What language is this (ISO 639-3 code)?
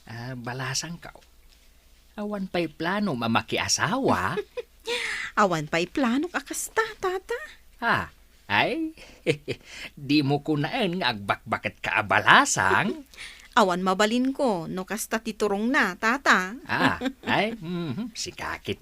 ilo